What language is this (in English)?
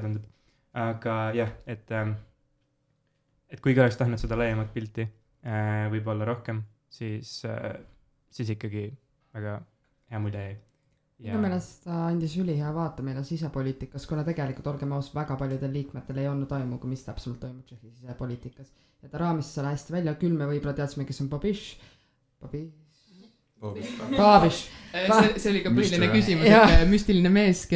Estonian